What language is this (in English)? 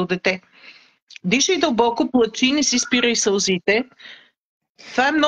Bulgarian